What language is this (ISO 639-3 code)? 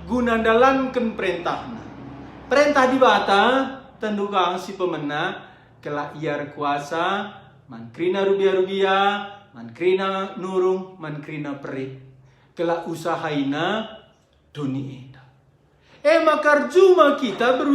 btx